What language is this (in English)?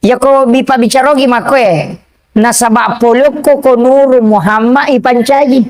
Buginese